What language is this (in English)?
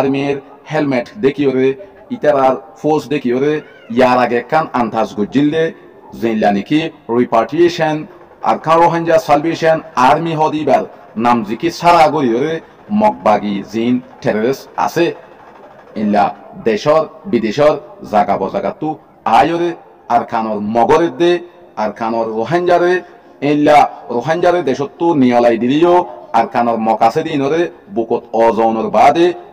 Rohingya